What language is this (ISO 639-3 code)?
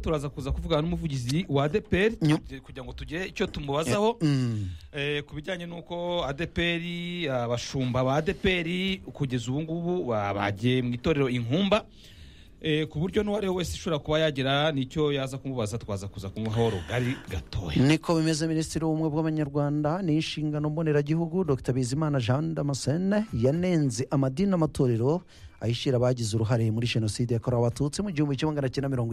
kin